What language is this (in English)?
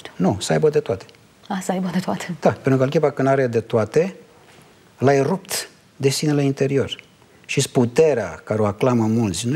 Romanian